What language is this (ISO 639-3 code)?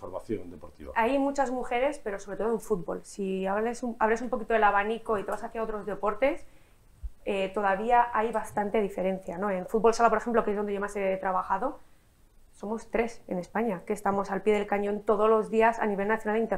spa